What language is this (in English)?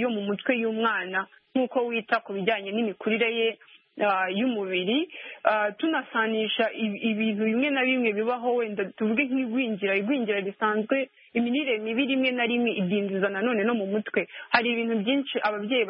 Kinyarwanda